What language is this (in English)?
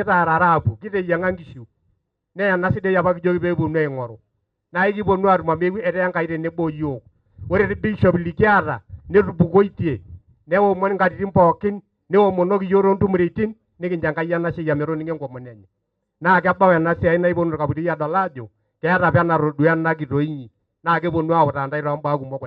Masai